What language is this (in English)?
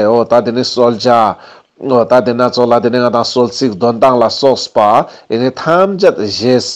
Ladakhi